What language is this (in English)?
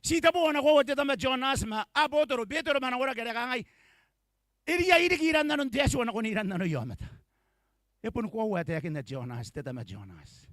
Gilbertese